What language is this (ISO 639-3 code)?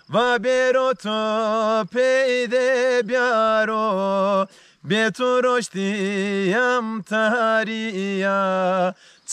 zza